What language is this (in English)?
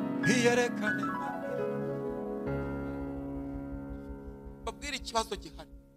Kinyarwanda